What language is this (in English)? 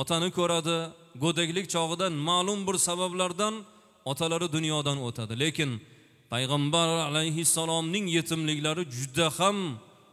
Uzbek